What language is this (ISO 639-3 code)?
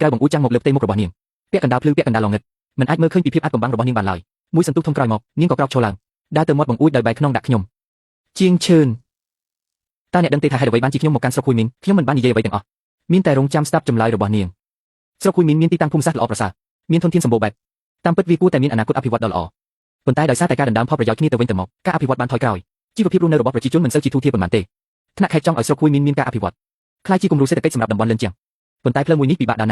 khm